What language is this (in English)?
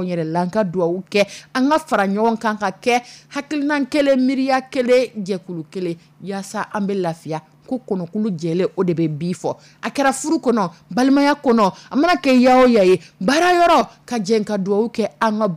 Dyula